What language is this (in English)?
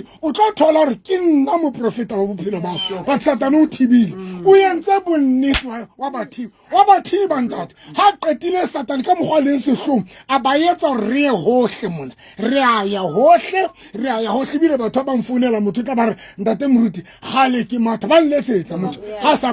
Southern Sotho